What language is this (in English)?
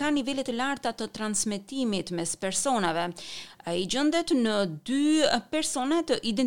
Albanian